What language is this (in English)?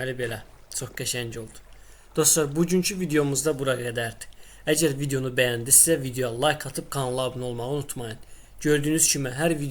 Azerbaijani